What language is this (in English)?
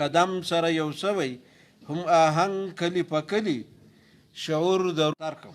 Pashto